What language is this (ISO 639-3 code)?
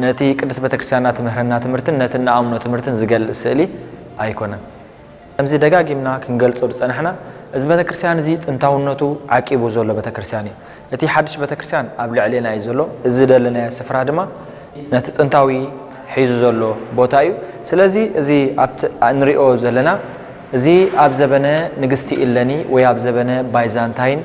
tir